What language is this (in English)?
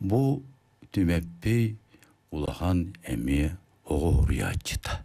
Yakut